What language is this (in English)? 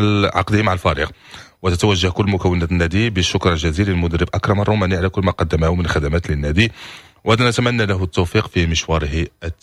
Moroccan Arabic